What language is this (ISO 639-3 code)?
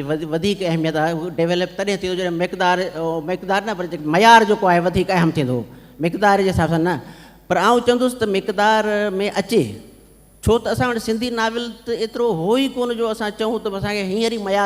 snd